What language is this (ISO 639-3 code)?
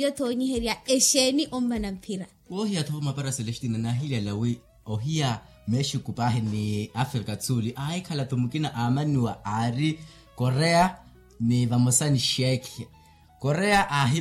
vmw